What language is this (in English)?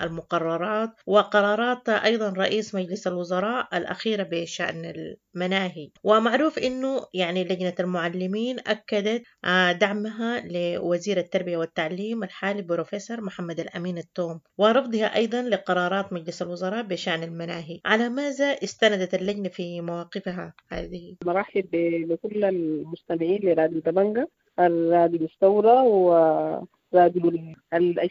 Sudanese Arabic